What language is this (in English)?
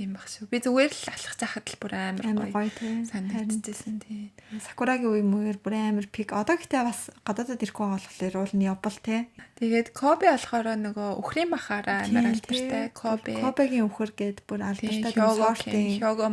Mongolian